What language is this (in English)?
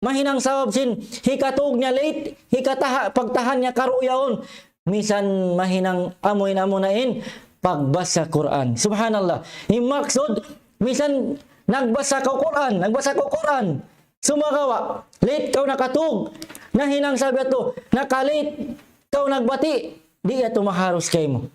Tausug